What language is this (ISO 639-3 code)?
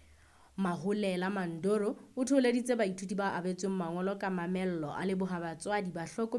sot